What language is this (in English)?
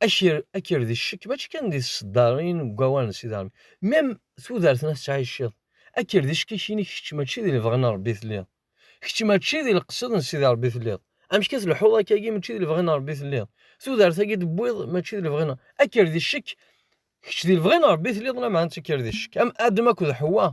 Kabyle